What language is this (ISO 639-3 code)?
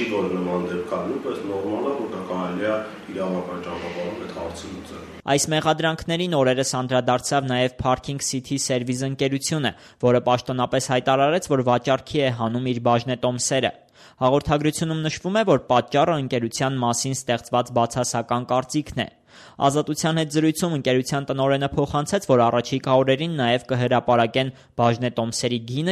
hye